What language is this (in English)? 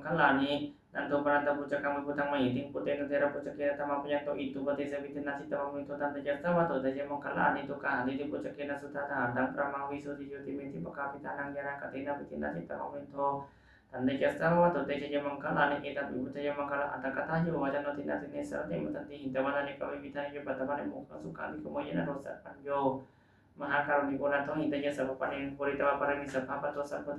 Pali